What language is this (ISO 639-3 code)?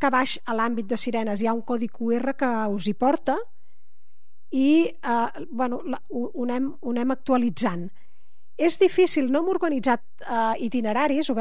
cat